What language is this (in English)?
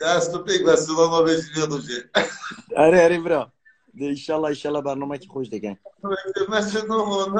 Kurdish